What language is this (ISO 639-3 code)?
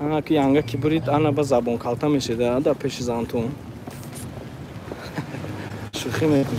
tgk